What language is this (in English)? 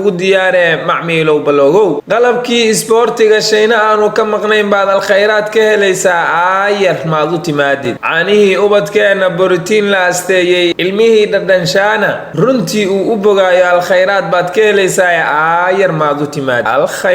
Somali